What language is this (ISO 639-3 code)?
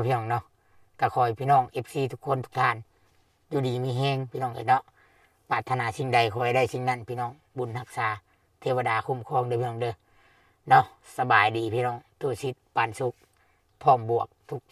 lao